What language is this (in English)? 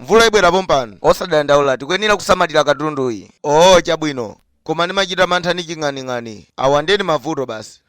Nyanja